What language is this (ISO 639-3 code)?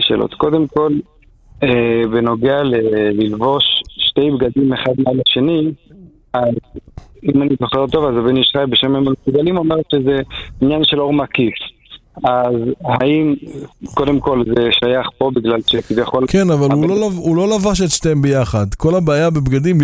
heb